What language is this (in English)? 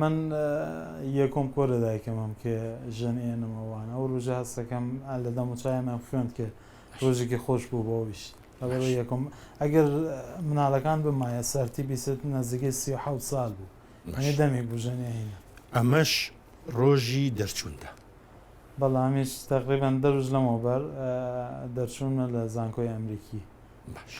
Central Kurdish